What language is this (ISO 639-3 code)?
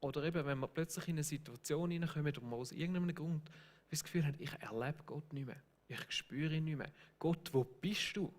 gsw